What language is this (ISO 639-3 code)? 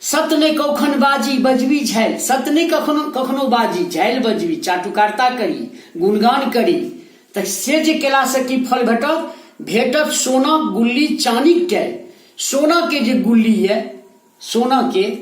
mai